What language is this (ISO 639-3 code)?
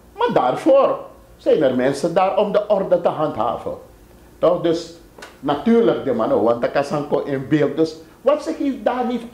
srn